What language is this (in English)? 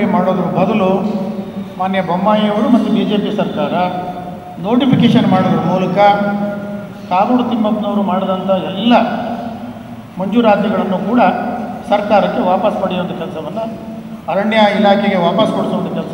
Kannada